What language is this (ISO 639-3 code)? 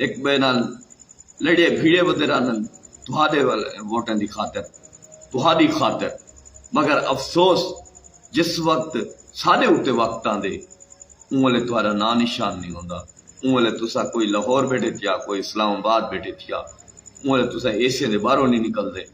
skr